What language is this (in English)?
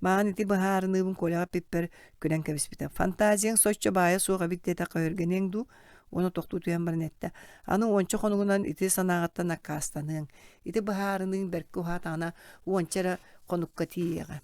Yakut